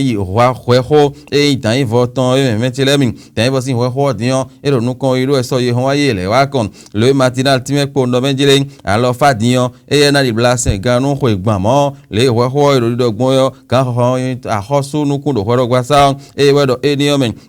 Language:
Fon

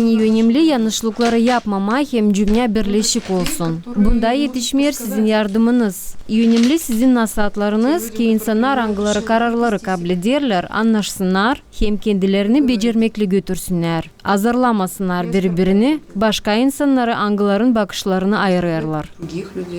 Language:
Gagauz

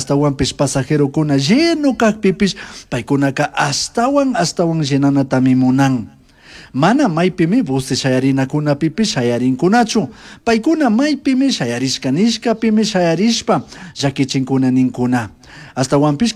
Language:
Chimborazo Highland Quichua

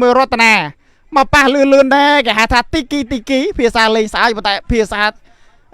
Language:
Khmer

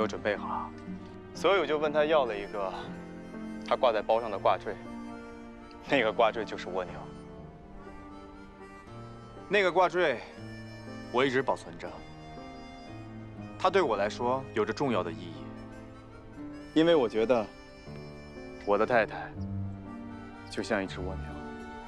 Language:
Chinese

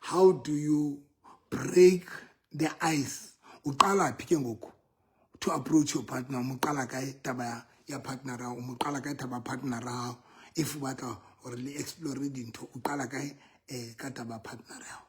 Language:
Southern Sotho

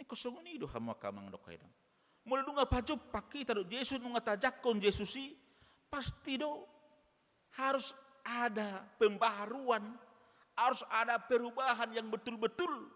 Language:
Batak Toba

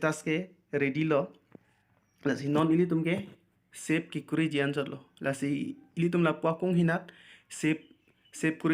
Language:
Karbi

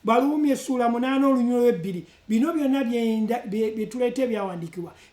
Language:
Ganda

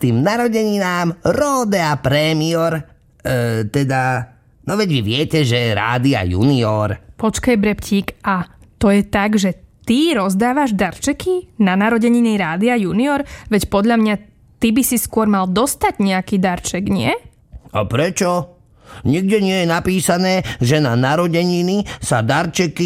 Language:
Slovak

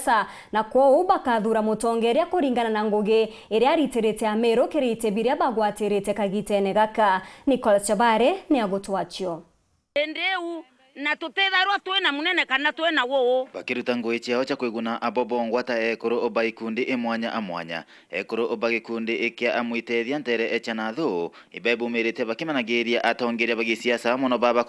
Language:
Meru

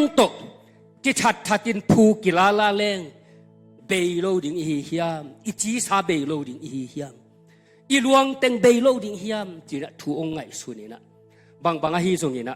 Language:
Tedim Chin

